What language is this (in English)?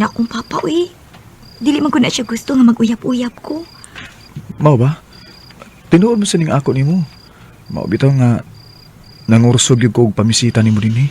Cebuano